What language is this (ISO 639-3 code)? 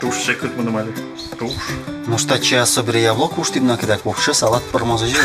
udm